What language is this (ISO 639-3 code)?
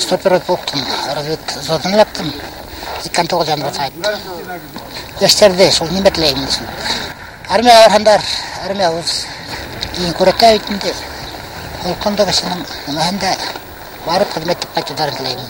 bak